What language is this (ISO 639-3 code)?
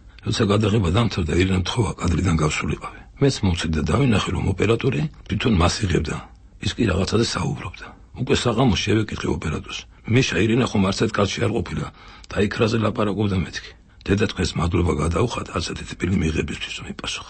kat